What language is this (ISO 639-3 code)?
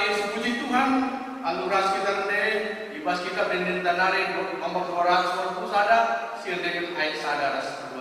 btx